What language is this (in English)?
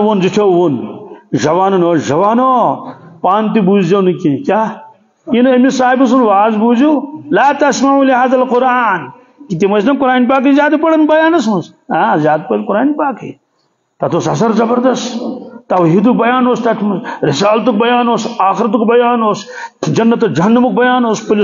Kashmiri